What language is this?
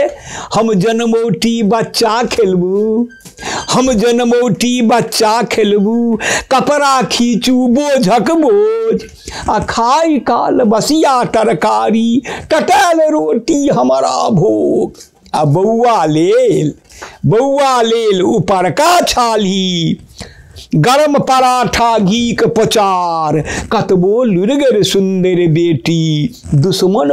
Maithili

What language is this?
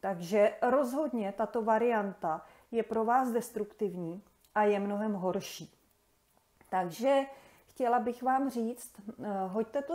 Czech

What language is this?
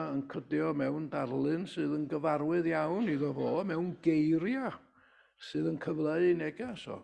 Welsh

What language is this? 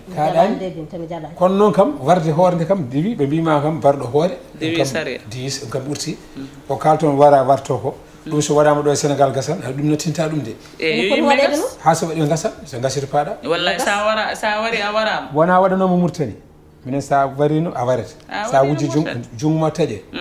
Fula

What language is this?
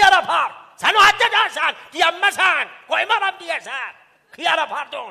South Azerbaijani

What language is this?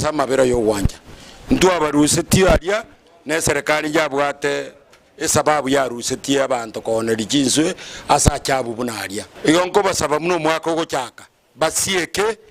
Gusii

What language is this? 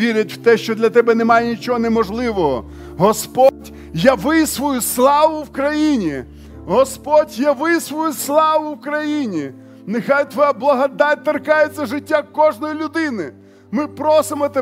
Ukrainian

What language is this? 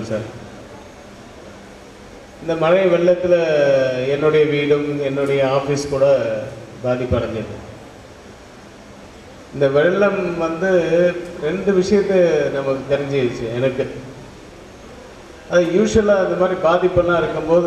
Tamil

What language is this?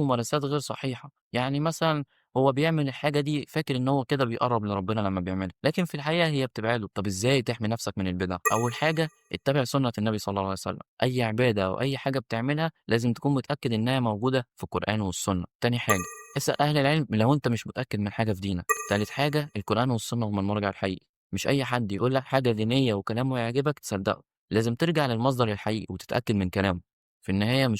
Egyptian Arabic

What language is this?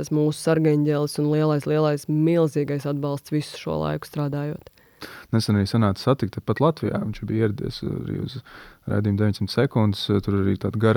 Latvian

